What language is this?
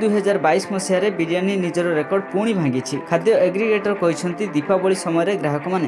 Odia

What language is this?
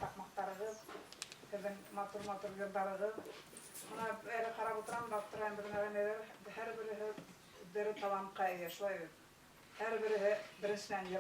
Bashkir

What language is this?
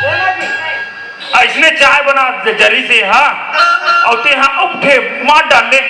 Chhattisgarhi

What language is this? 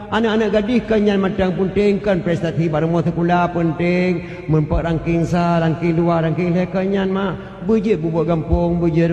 Achinese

